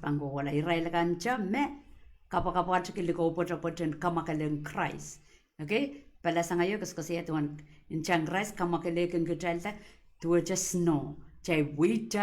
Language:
Pohnpeian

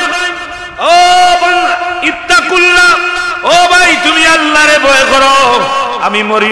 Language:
Sylheti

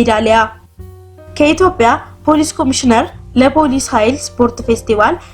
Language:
Amharic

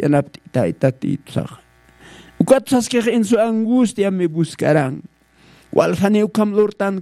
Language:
Aymara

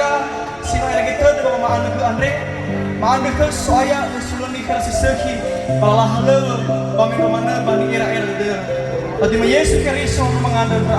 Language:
Nias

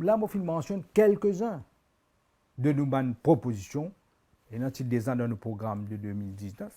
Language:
Morisyen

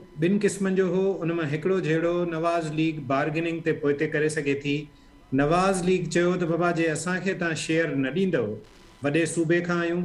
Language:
Sindhi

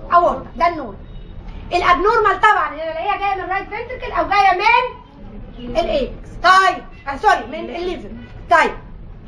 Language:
Egyptian Arabic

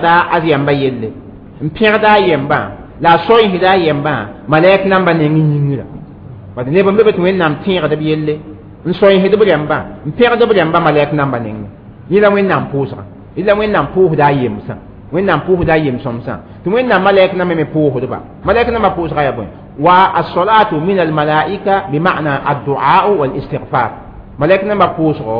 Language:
Mossi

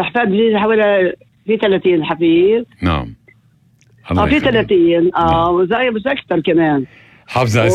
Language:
North Levantine Arabic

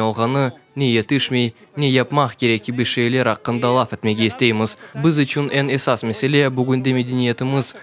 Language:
Crimean Tatar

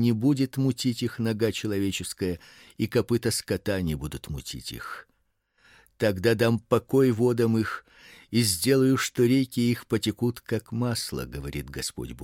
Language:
Russian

